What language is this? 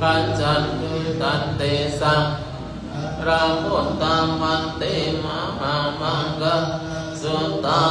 Pali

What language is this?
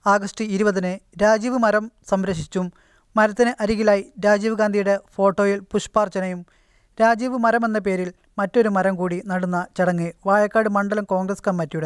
Malayalam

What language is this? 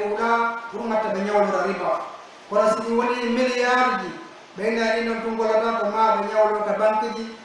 Pular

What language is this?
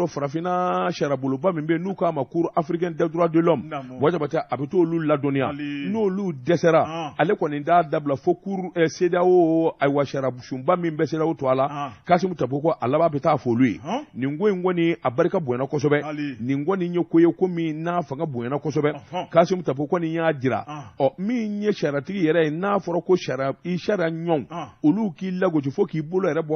Bambara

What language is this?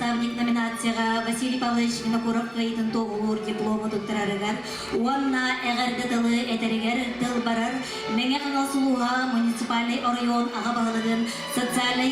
Yakut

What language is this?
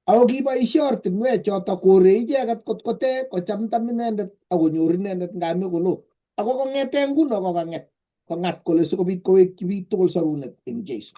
Kalenjin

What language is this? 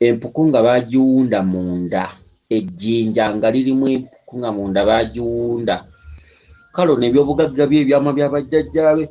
Ganda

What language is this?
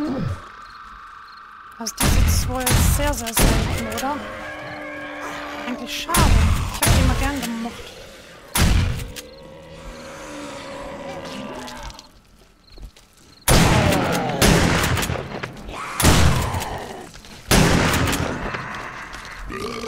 German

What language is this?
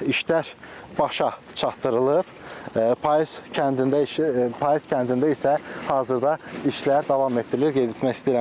Azerbaijani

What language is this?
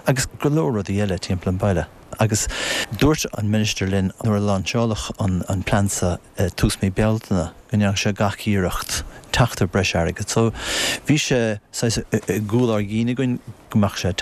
Irish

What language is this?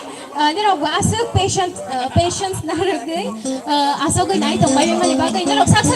Kok Borok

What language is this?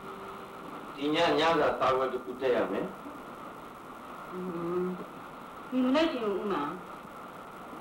Burmese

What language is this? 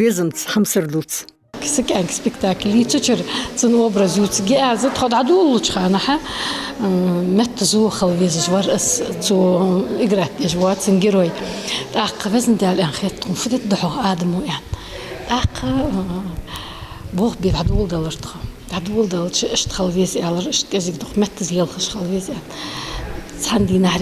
Ingush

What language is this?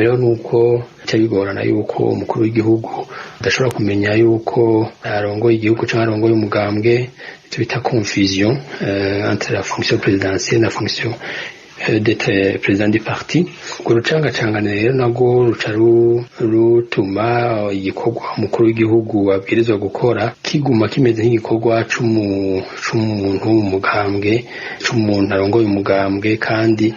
Rundi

